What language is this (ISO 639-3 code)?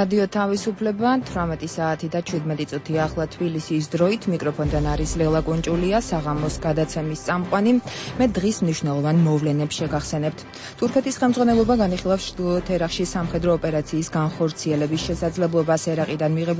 kat